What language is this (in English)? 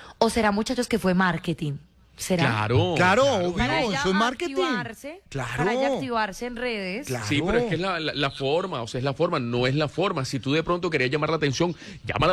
Spanish